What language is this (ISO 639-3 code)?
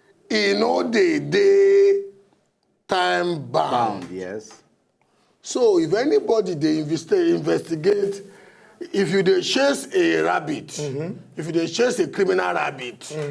pcm